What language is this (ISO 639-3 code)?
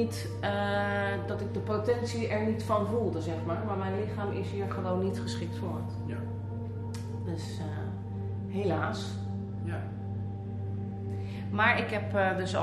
nld